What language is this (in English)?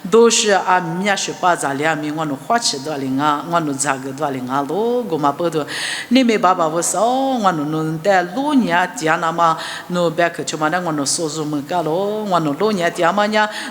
Lisu